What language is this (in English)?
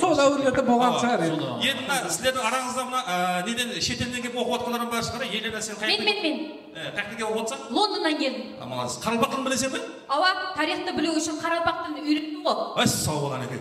Kara-Kalpak